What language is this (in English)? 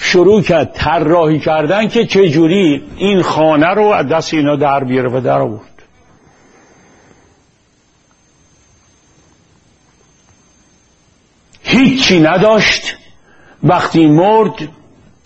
Persian